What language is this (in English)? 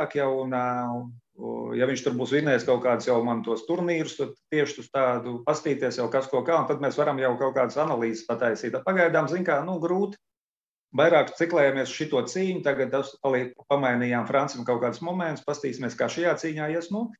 Latvian